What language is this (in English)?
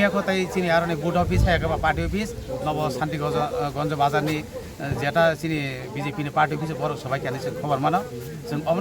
Kok Borok